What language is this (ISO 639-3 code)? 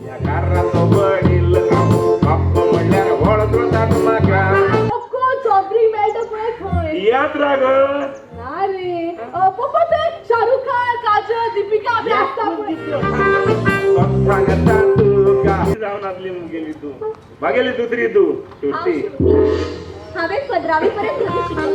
kok